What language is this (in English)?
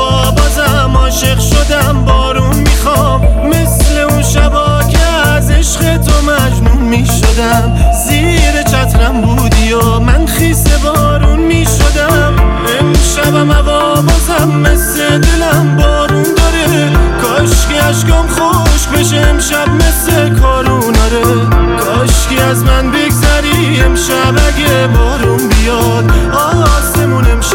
Persian